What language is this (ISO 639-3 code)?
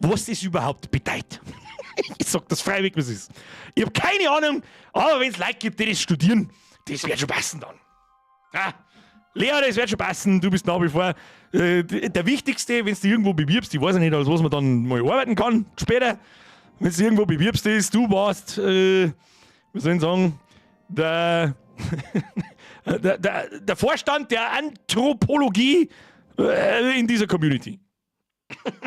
bar